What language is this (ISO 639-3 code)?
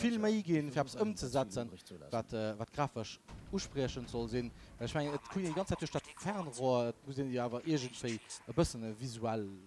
ltz